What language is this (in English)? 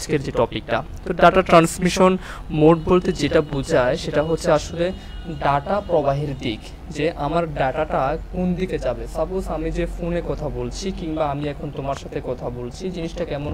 Bangla